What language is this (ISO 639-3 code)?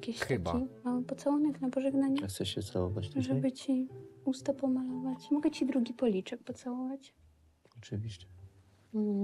pol